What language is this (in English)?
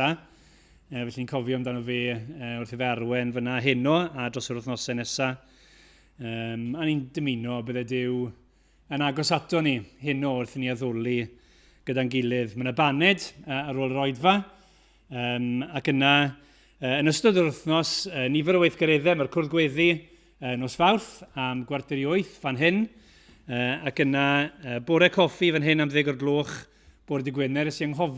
Welsh